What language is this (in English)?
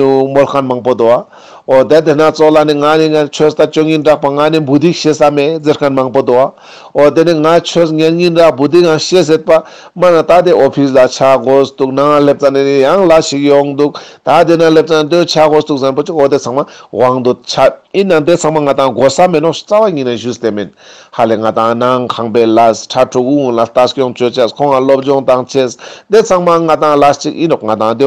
Ladakhi